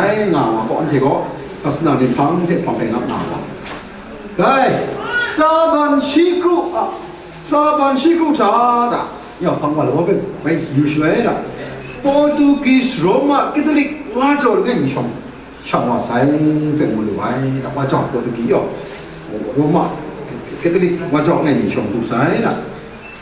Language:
Kachin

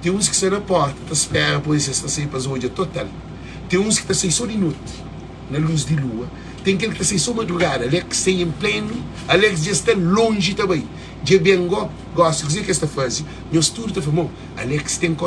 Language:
Kabuverdianu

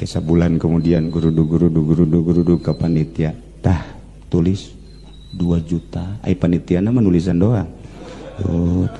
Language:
Sundanese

